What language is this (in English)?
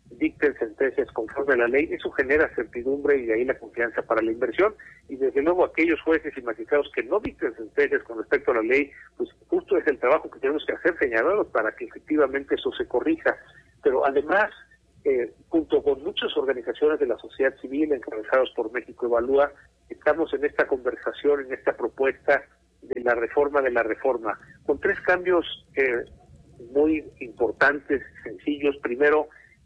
Spanish